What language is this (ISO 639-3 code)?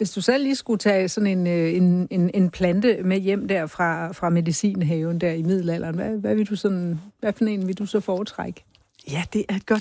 dan